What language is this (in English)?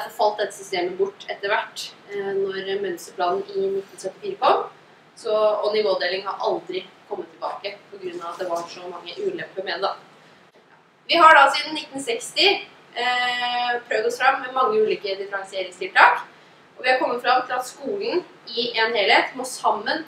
Norwegian